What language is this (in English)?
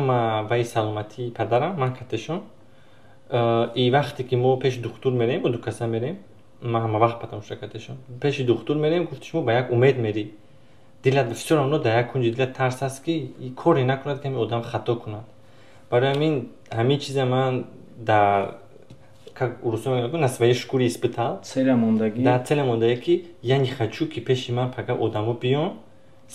Tajik